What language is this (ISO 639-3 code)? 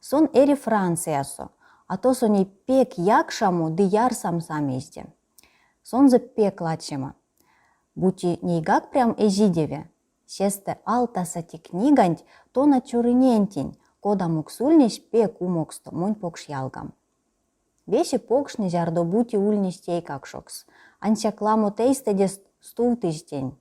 myv